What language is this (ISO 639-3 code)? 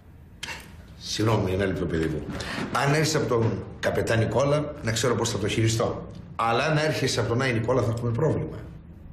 ell